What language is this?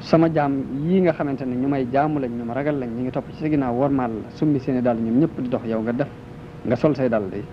Wolof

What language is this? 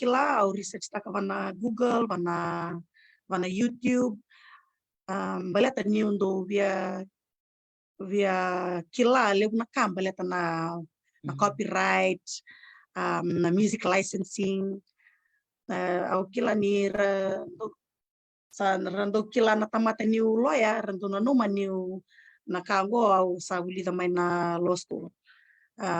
Fijian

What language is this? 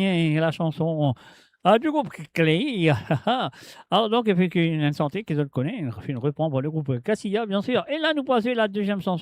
Morisyen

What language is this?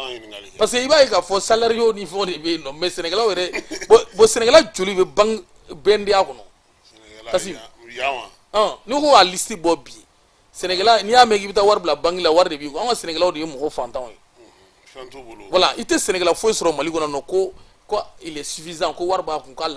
Bambara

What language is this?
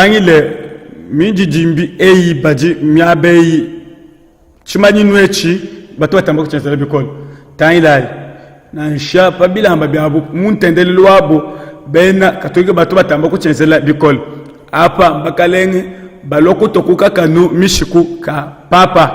Luba-Lulua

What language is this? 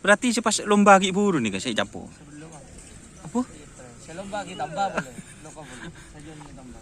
Madurese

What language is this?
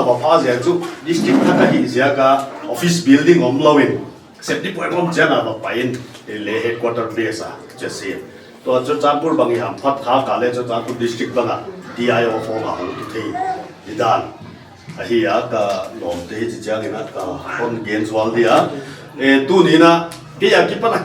Paite Chin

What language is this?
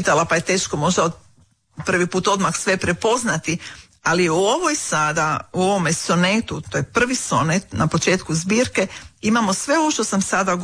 Croatian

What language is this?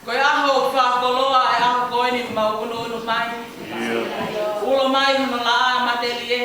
Tongan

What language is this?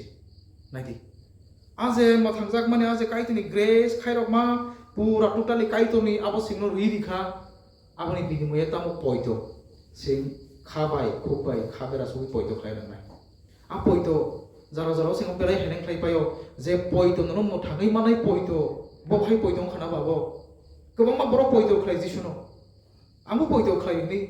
Kok Borok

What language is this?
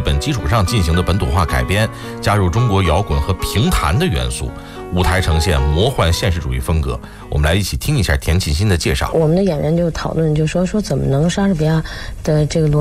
Chinese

